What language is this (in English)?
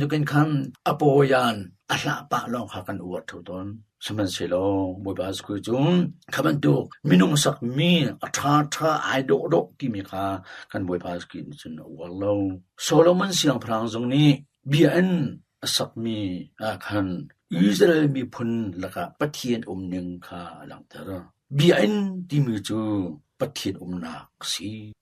Hakha Chin